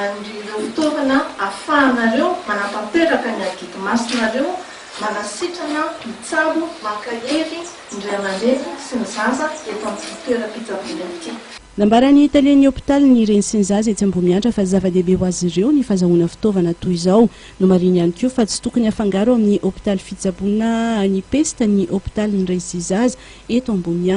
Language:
Malagasy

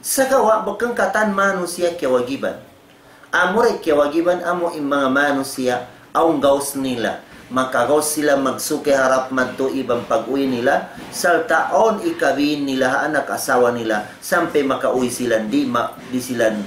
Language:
Tausug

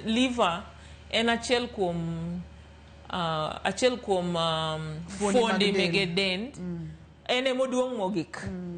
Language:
Luo (Kenya and Tanzania)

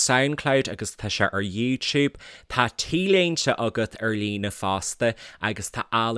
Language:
Irish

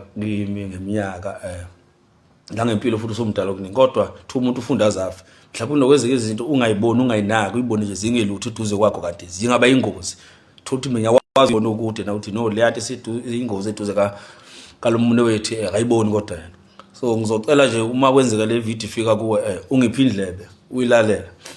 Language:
Zulu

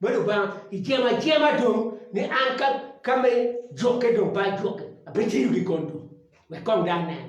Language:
Acoli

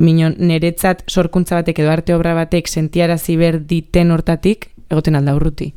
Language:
Basque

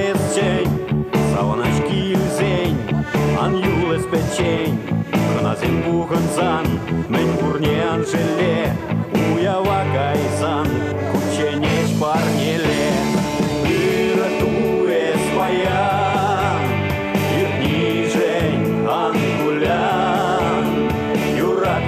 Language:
Chuvash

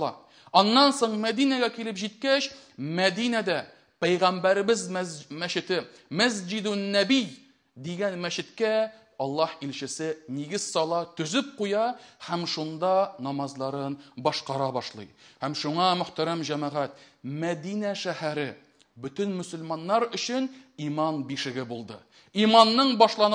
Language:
Tatar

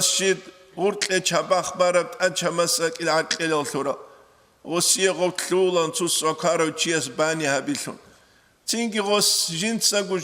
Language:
Avaric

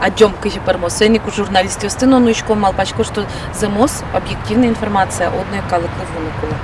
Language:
Udmurt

